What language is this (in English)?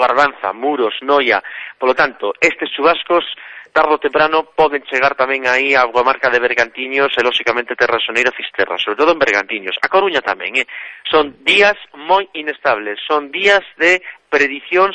Galician